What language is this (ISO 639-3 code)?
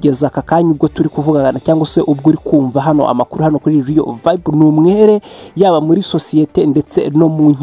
kin